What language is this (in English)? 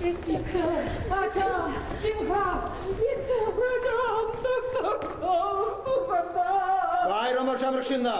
Chuvash